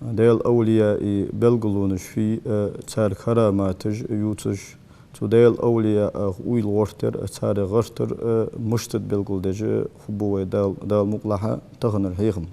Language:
Ingush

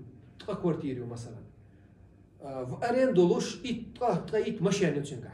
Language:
Chechen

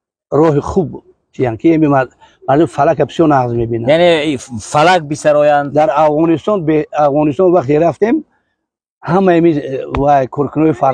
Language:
Tajik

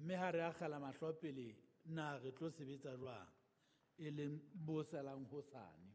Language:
Southern Sotho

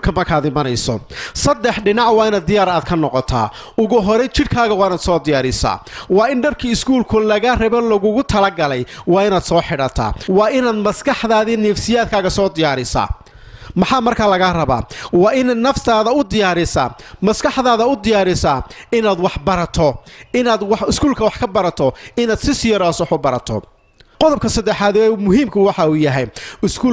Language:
Somali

